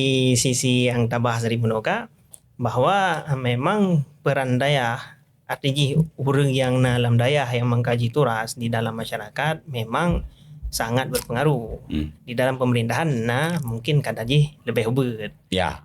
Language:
Achinese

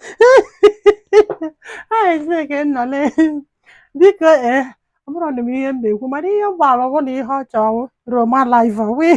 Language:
Igbo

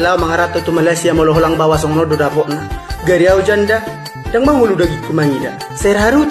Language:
Batak Toba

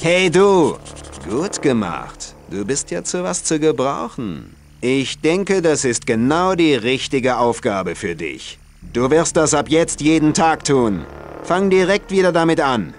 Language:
Bavarian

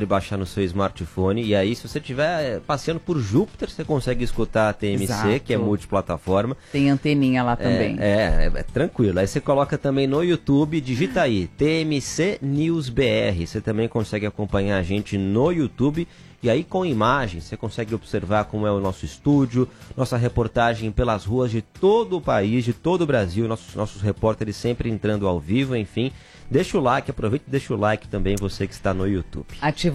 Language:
Portuguese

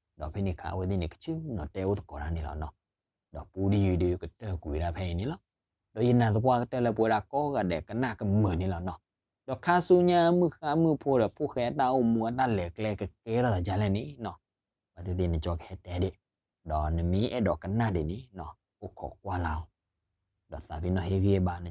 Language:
S'gaw Karen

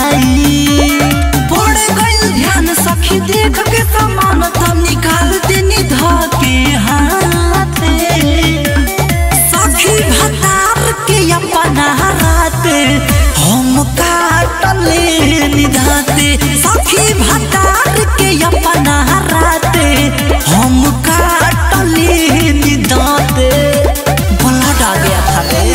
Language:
Bhojpuri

